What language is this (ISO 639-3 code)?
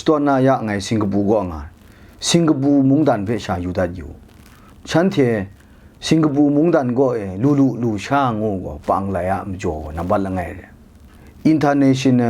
kac